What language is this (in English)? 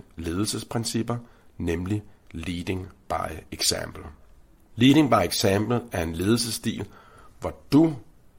Danish